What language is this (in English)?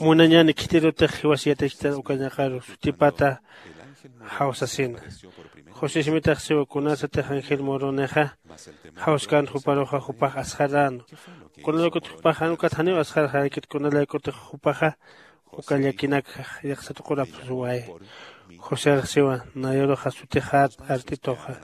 Aymara